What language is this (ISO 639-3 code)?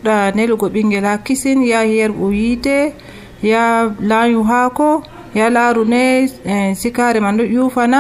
fuv